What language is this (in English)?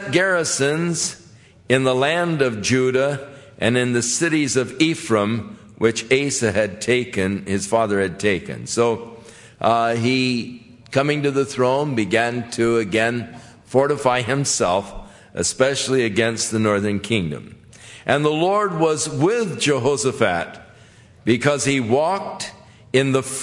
English